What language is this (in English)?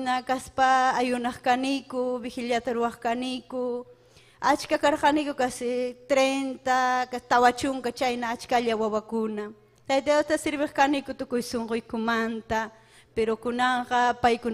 Ayacucho Quechua